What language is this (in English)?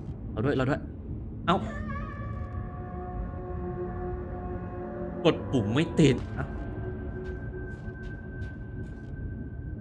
Thai